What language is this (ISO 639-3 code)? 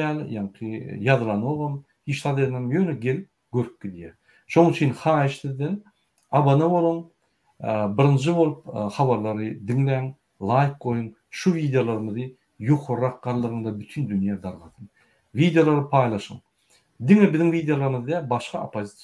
tuk